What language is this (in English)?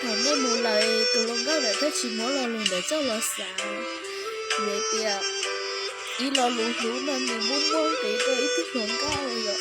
Hmong